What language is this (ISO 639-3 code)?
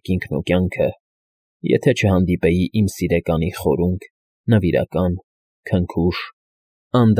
hye